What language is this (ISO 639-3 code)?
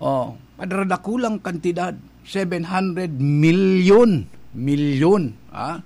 bik